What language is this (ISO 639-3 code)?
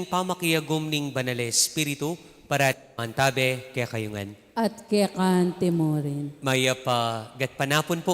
pam